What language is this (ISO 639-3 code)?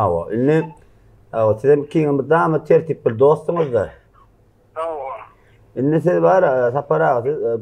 tuk